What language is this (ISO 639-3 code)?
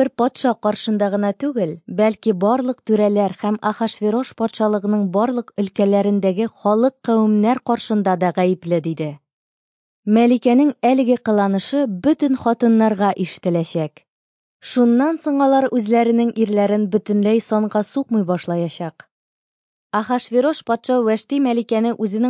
tat